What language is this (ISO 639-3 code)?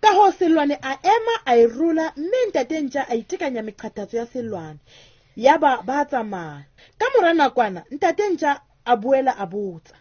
sot